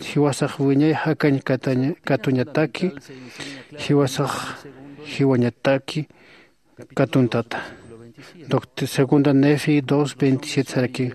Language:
Aymara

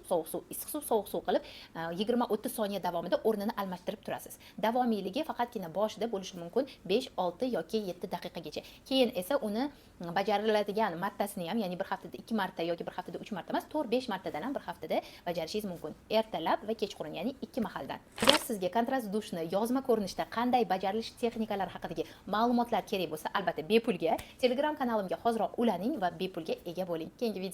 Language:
Uzbek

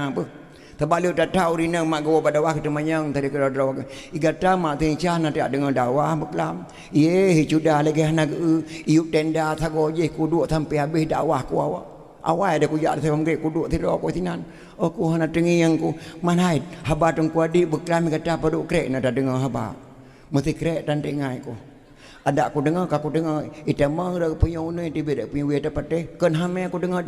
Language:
Achinese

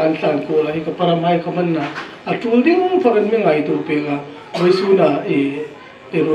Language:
Hmar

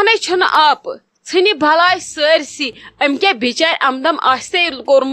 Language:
Kashmiri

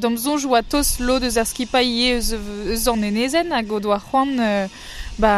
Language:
Breton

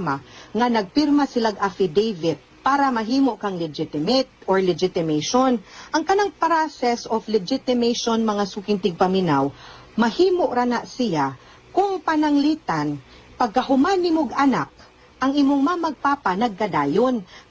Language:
Cebuano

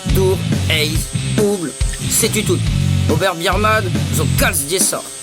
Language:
Breton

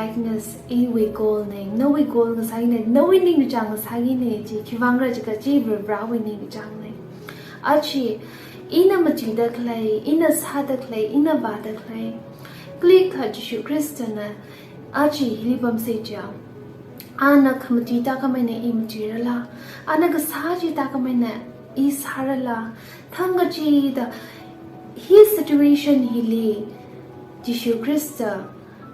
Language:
Tangkhul Naga (India)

